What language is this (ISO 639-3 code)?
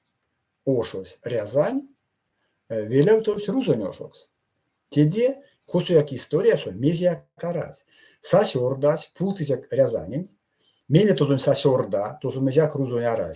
myv